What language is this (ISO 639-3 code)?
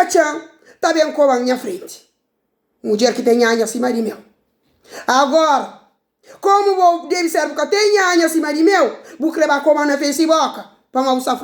kea